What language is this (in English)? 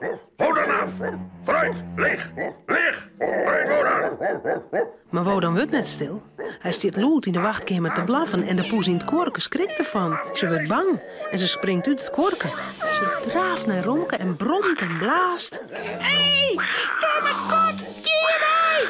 Western Frisian